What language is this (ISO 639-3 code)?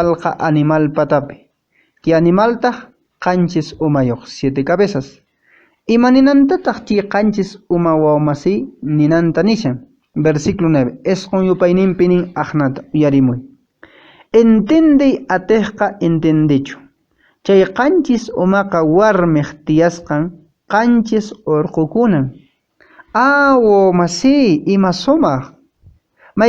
que